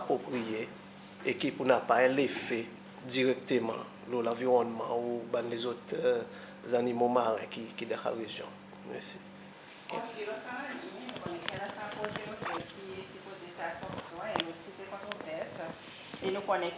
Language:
Seselwa Creole French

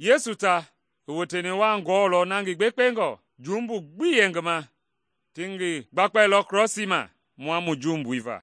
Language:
Mende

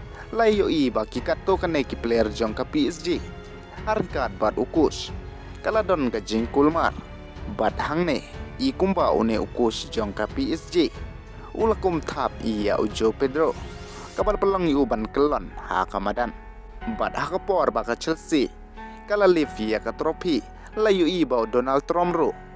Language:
Khasi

